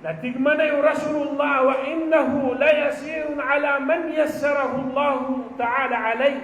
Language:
Maranao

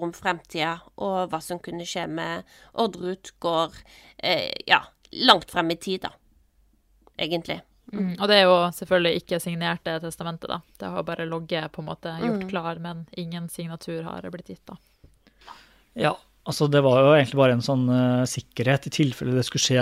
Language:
Norwegian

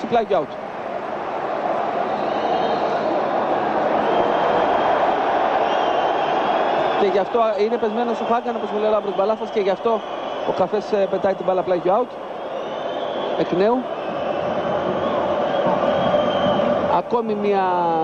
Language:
Greek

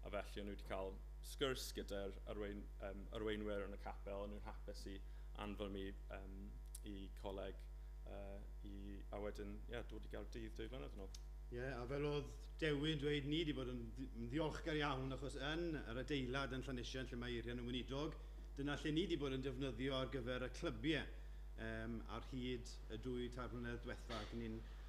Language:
Welsh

